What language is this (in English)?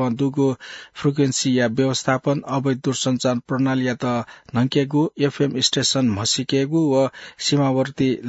Newari